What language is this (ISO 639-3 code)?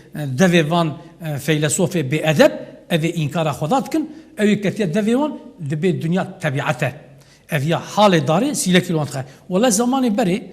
kur